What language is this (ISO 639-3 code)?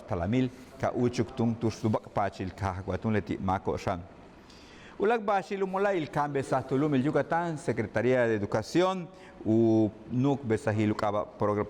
yua